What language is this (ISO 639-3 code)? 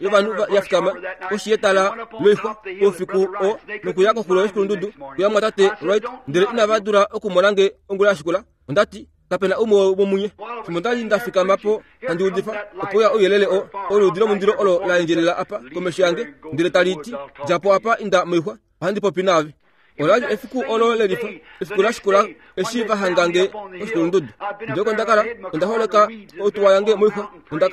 kua